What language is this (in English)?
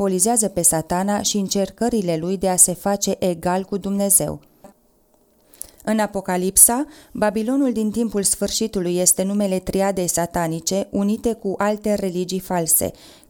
Romanian